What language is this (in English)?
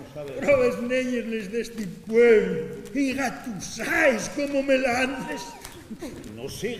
Asturian